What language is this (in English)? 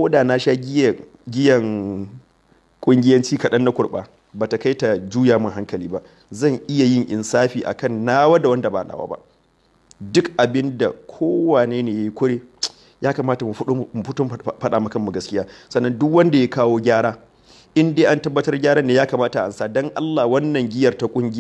Hausa